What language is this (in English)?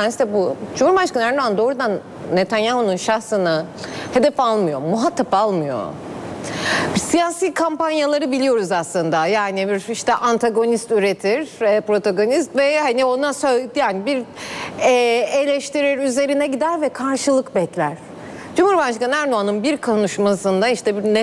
Turkish